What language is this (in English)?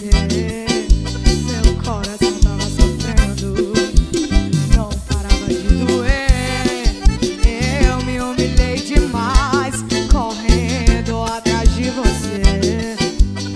Portuguese